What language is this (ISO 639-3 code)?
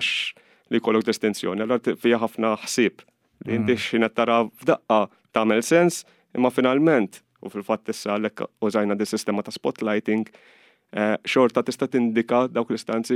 mlt